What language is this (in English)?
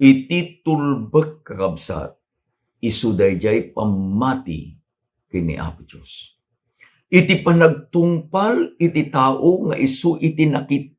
Iloko